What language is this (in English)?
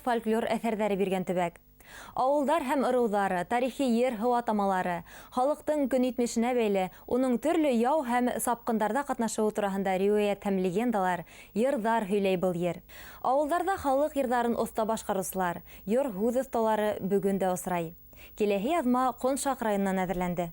Bashkir